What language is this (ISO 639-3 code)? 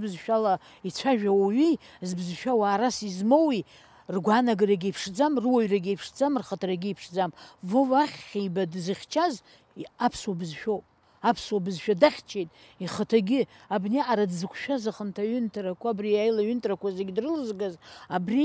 abk